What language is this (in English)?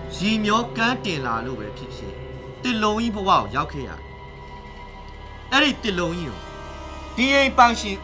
Burmese